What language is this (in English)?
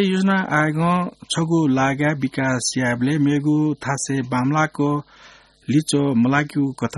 Newari